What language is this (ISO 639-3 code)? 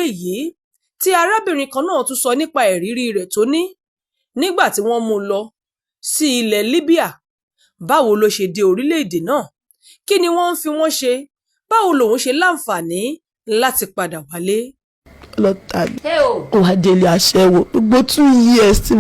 yor